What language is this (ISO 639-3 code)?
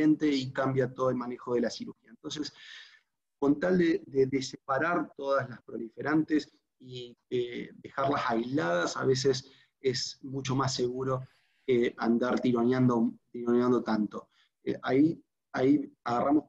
spa